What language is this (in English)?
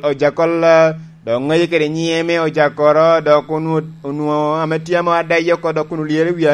Lango (Uganda)